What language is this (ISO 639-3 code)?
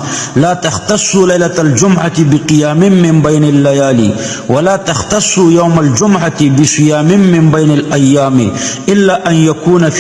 pus